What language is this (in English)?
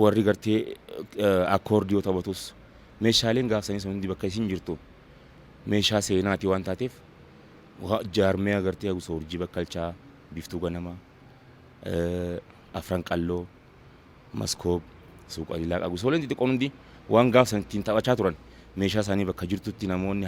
Oromo